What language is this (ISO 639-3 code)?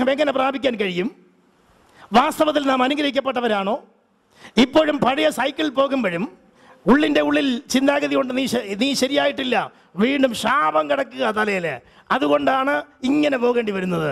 mal